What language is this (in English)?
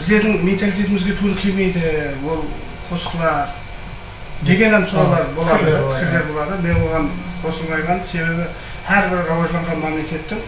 Kara-Kalpak